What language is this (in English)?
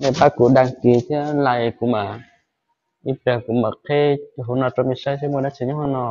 Hmong